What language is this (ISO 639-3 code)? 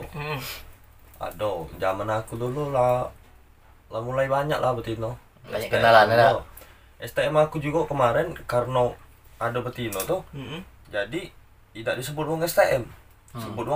mui